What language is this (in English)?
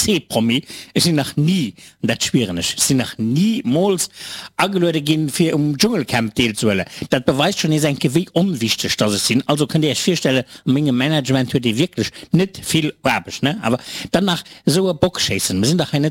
Luxembourgish